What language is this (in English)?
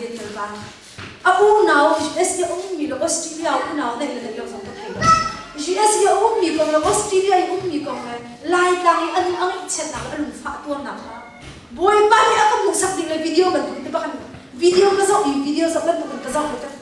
Hakha Chin